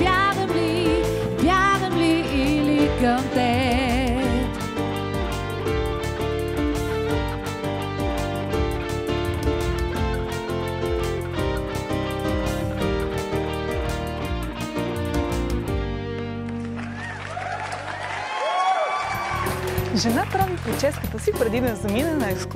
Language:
Bulgarian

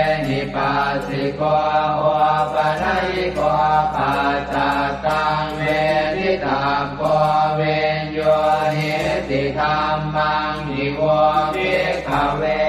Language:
Pali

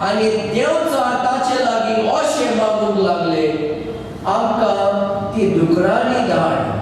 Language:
Konkani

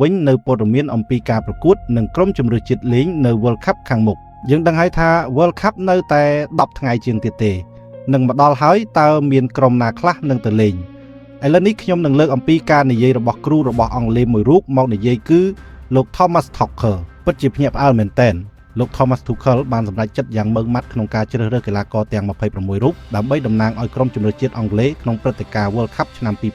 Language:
Khmer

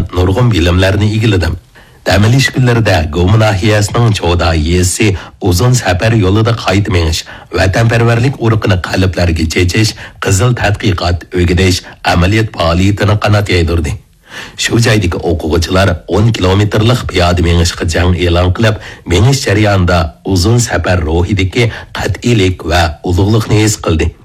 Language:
Uyghur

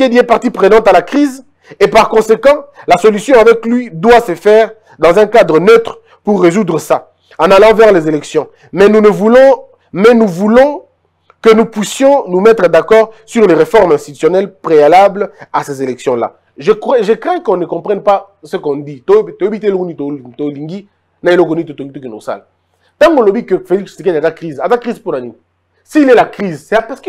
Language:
French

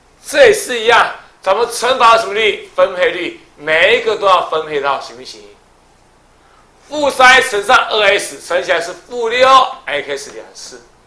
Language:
Chinese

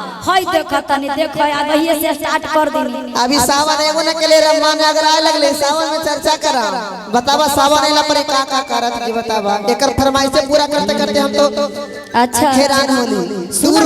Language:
Magahi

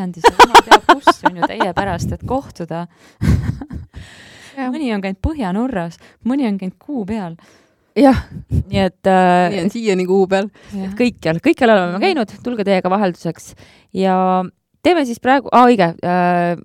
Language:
Estonian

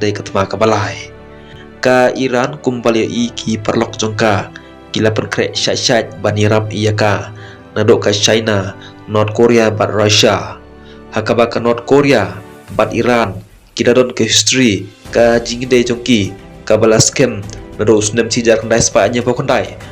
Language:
Khasi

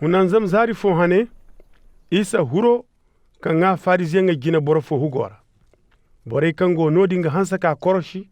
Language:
Zarma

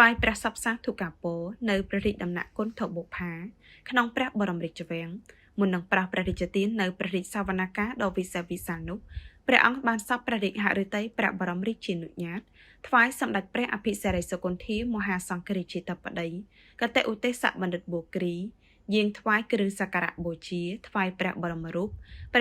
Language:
Khmer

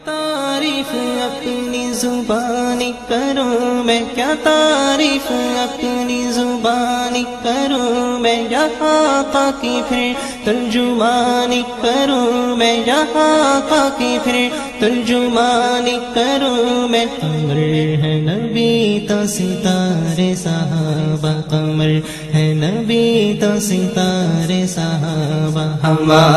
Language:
Urdu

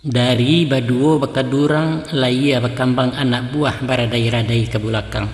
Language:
Minangkabau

